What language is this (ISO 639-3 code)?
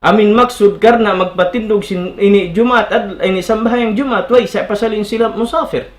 tsg